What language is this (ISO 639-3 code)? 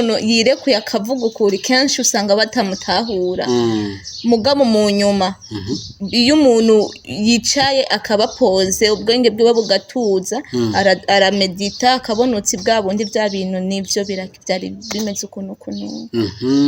run